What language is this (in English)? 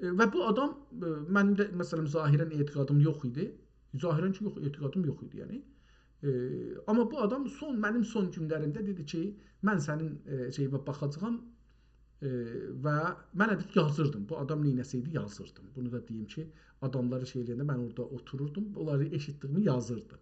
South Azerbaijani